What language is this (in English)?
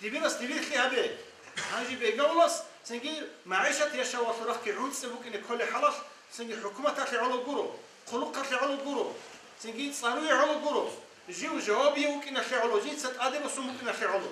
Avaric